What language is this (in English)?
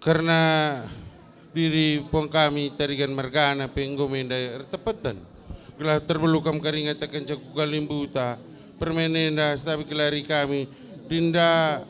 Batak Karo